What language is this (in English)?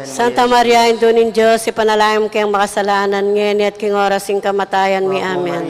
Pampanga